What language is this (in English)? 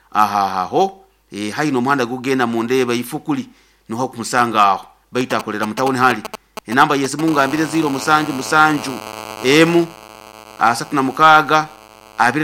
Nyoro